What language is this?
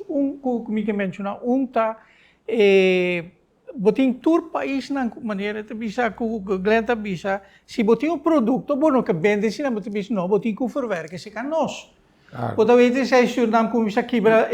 Papiamento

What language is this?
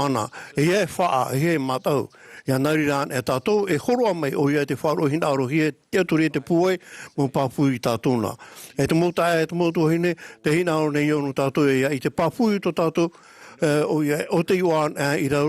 Tahitian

